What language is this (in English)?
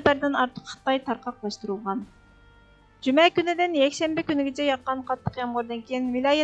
Uyghur